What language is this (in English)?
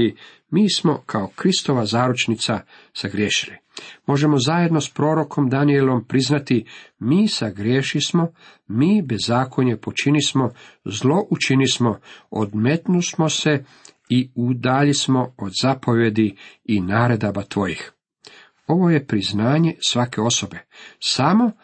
Croatian